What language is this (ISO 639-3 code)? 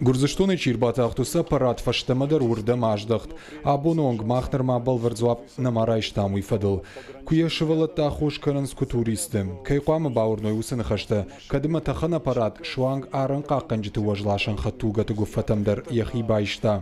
oss